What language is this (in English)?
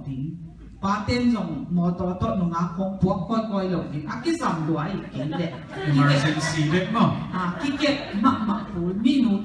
Tedim Chin